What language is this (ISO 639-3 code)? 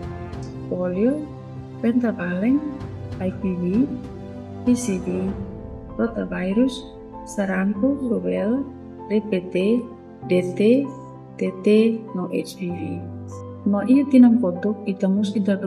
tet